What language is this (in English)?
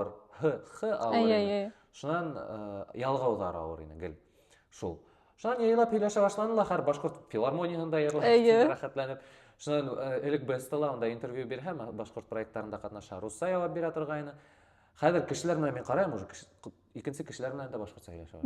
Bashkir